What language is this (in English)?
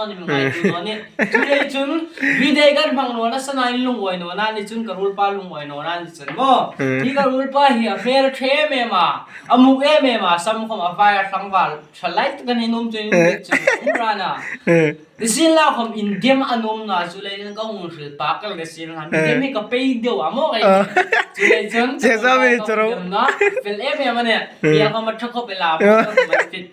Hmar